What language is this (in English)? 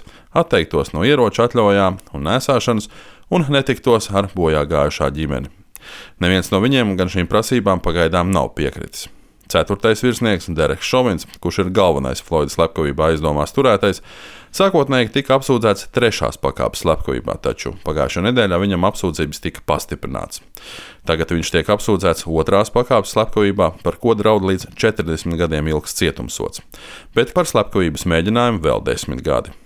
Latvian